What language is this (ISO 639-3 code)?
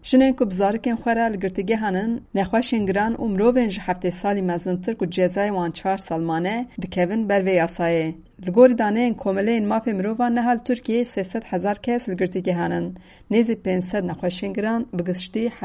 kur